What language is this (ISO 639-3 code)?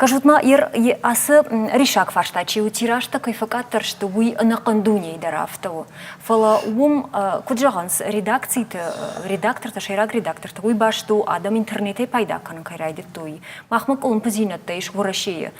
oss